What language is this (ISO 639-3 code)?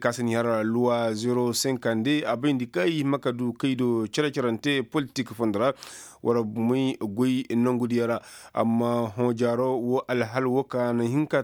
ses